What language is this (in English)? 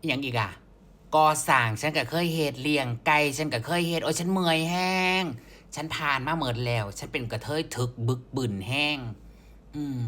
Northeastern Thai